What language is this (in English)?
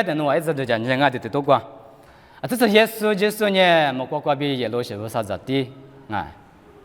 Lisu